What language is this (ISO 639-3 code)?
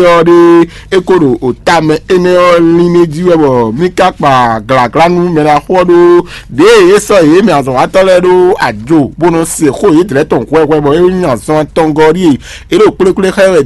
fon